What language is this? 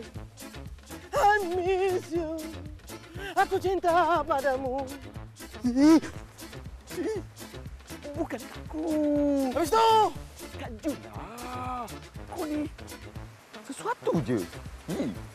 Malay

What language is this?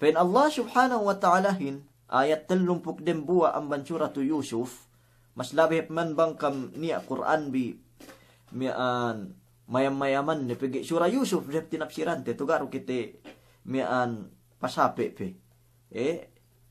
Yakan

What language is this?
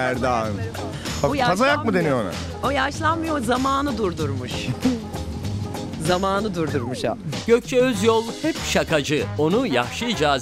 Turkish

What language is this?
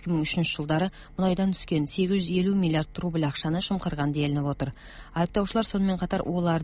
Kazakh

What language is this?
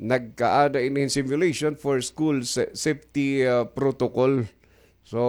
Waray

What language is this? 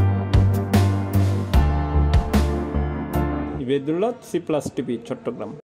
Bangla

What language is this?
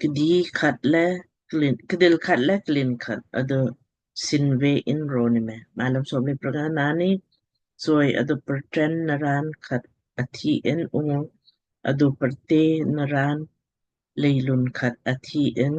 Lamkang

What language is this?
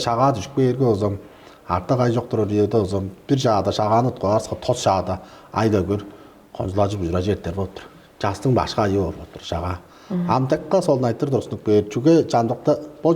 Tuvinian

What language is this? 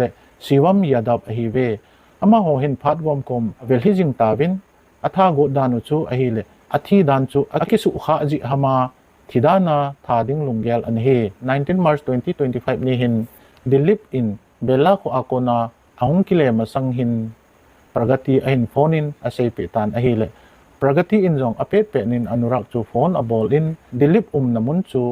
Thado Chin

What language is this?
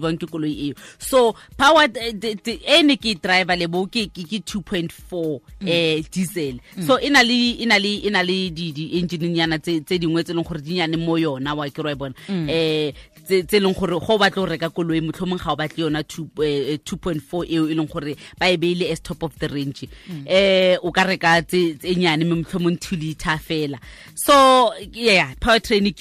Tswana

